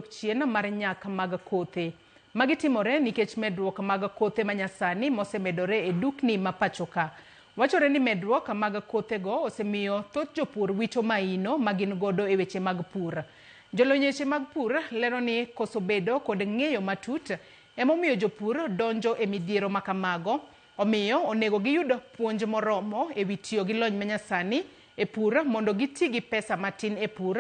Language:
Luo (Kenya and Tanzania)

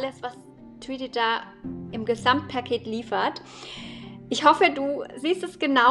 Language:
German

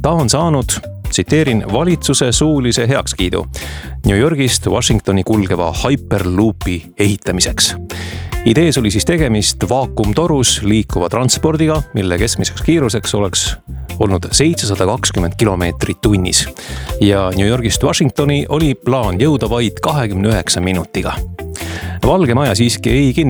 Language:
Estonian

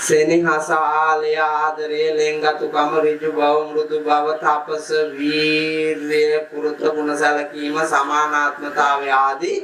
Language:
Sinhala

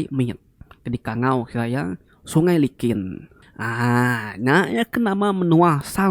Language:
Iban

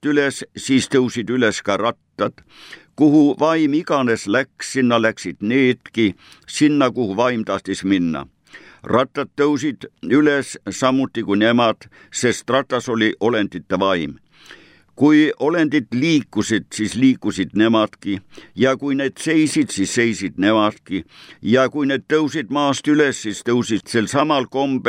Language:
Estonian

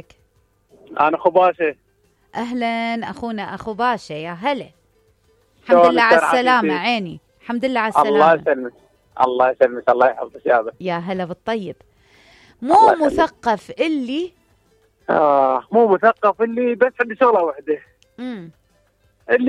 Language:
Mesopotamian Arabic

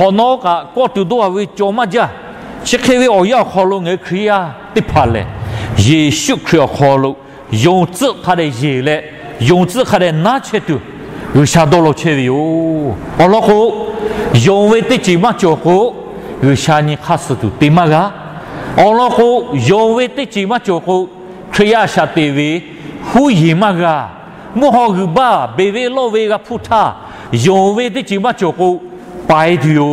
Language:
Lahu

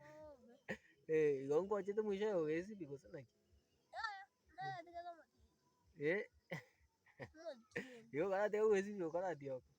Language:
Gusii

